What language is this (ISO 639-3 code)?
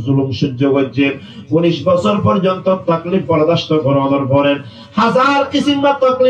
rhg